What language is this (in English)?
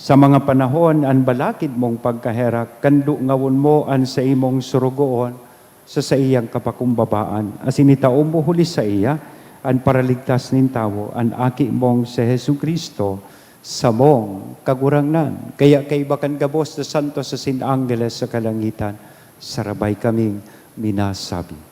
Bikol